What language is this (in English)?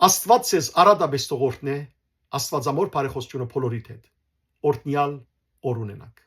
Western Armenian